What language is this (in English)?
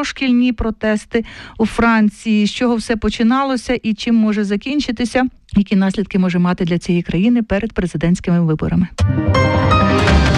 Ukrainian